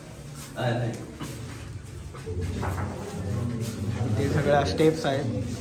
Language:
Marathi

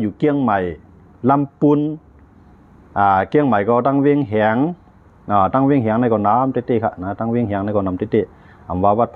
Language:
Shan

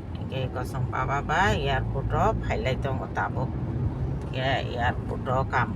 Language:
Kok Borok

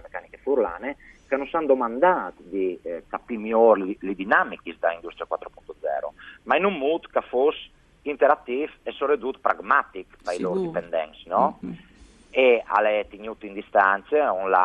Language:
Friulian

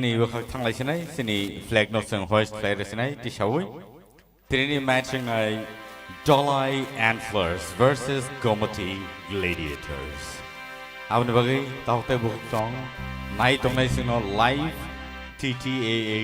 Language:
Kok Borok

